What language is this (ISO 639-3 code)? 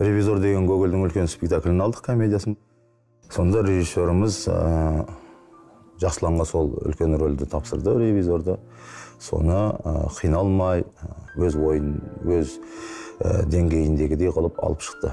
kaz